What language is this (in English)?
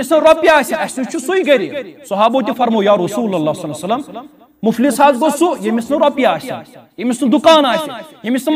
Kashmiri